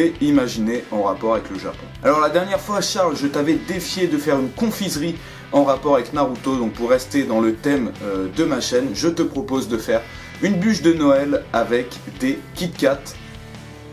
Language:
French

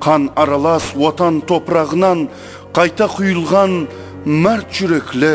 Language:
Kara-Kalpak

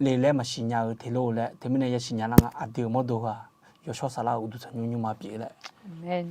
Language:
Akha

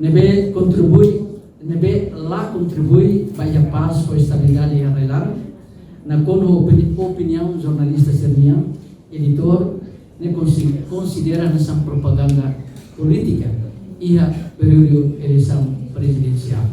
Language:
Tetum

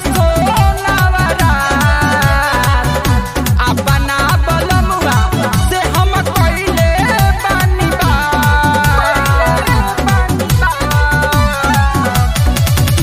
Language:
Bhojpuri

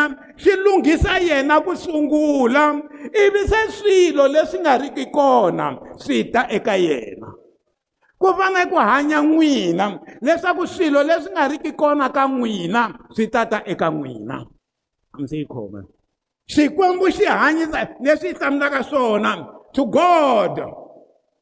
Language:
Tsonga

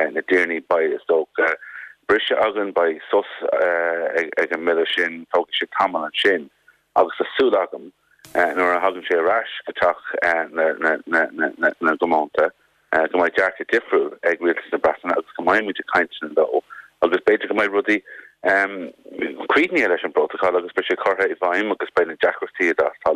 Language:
Irish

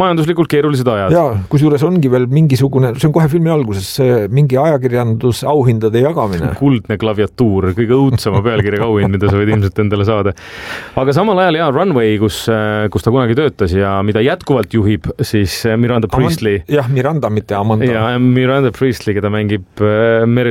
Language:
Estonian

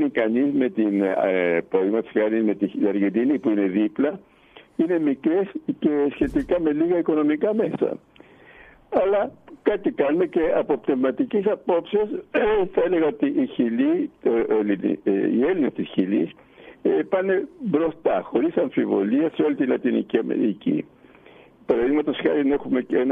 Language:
Greek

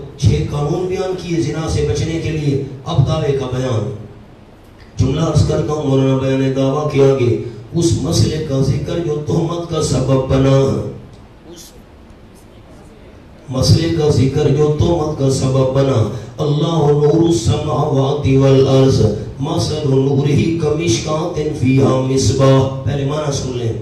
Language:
Urdu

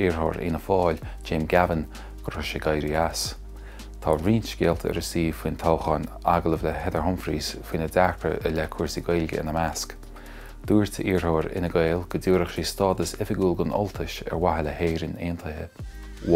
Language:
Irish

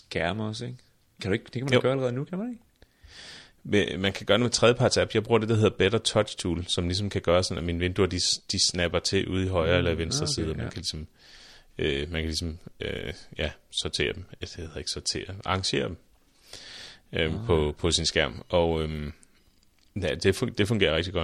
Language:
Danish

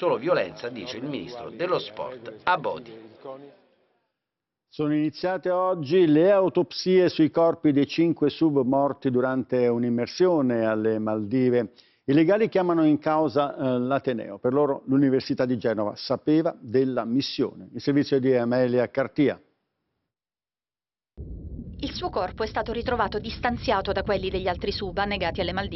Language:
Italian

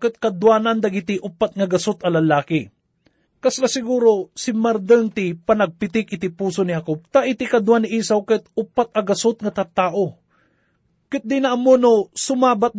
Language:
Iloko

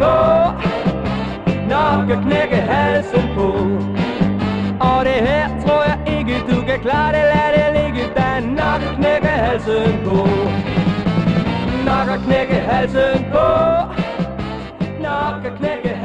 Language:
Danish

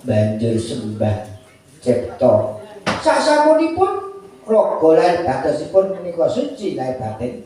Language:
Javanese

